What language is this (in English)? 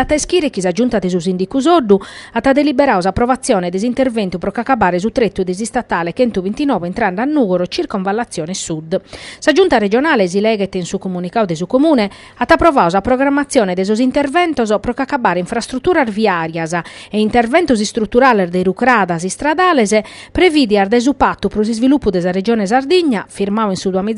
Sardinian